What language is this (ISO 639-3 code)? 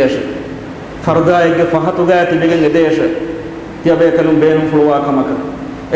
div